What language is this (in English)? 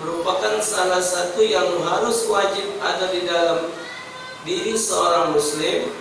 Musi